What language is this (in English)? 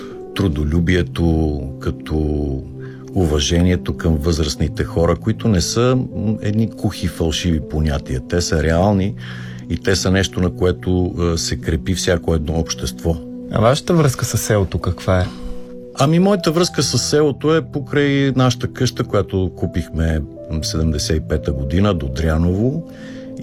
Bulgarian